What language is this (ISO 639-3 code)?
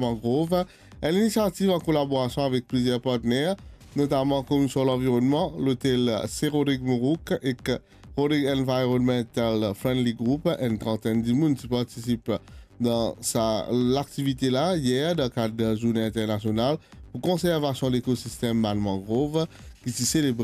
mfe